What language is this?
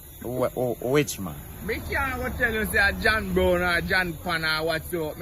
Jamaican Creole English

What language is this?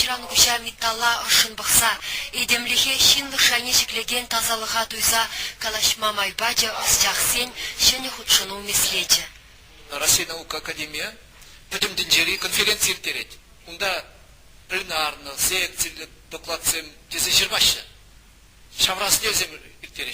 Chuvash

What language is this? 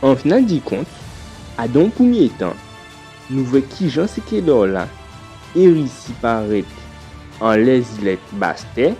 Guadeloupean Creole French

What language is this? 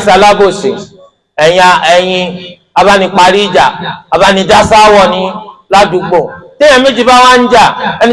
Yoruba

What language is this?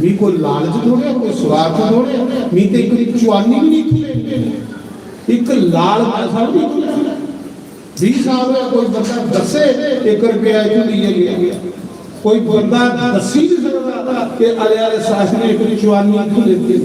Dogri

